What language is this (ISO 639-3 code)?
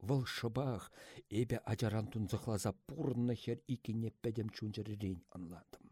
chv